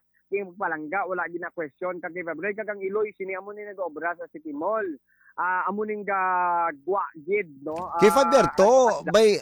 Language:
Hiligaynon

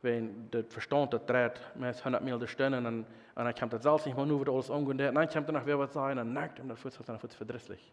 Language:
Plautdietsch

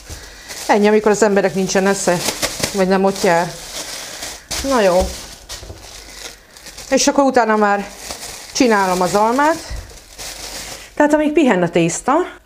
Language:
Hungarian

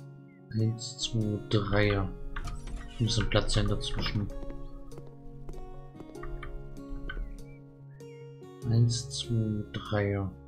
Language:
German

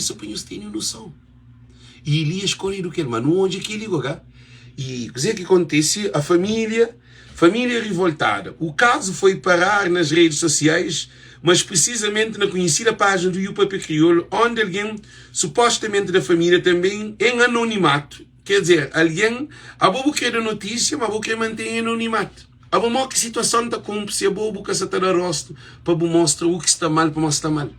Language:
Kabuverdianu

